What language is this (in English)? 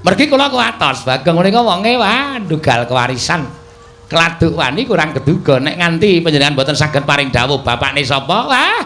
Javanese